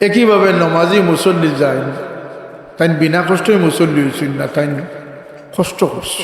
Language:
Sylheti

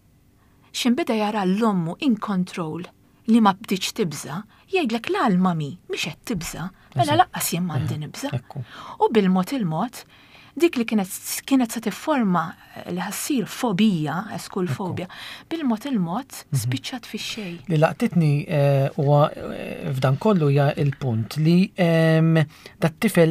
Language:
Maltese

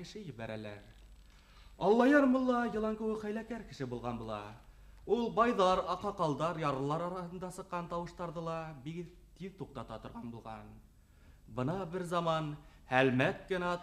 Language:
Bashkir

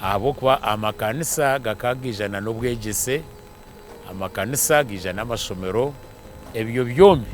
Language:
Nyankole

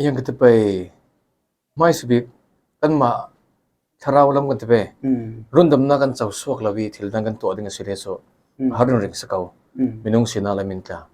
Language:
Falam Chin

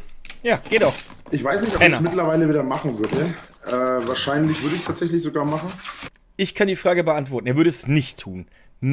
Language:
German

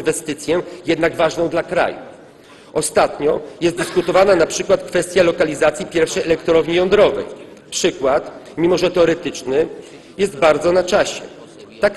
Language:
Polish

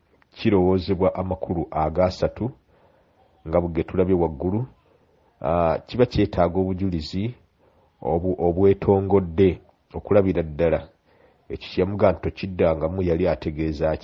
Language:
Ganda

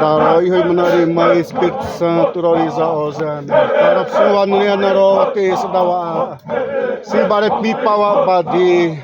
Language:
Xavánte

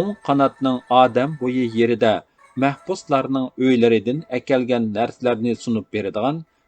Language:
Uyghur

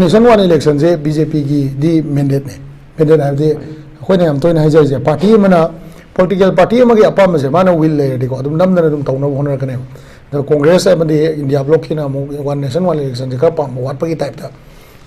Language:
Manipuri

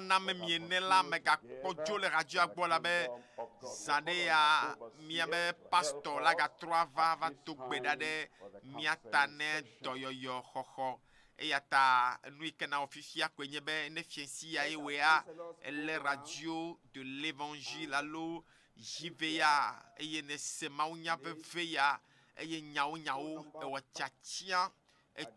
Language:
Ewe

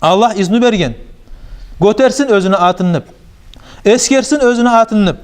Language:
Kumyk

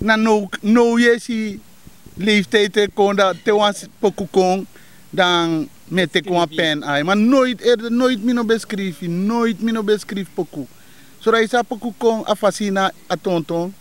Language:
Sranan Tongo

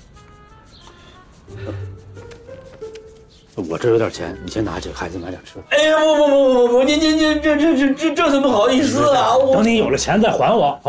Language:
Chinese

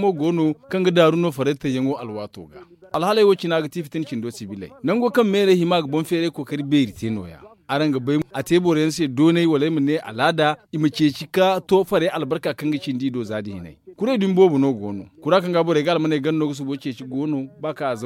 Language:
Zarma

